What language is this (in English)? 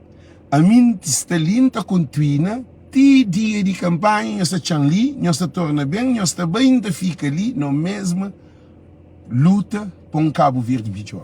Kabuverdianu